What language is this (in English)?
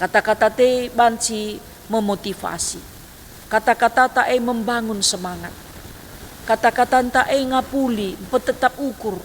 Batak Karo